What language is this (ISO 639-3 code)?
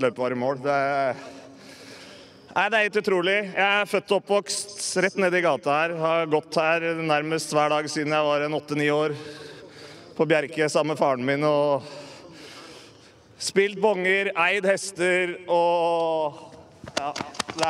nor